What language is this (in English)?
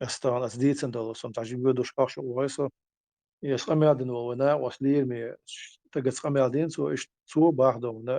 Chechen